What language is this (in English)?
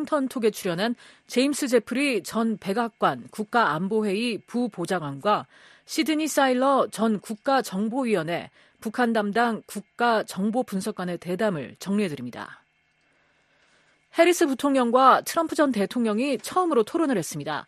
Korean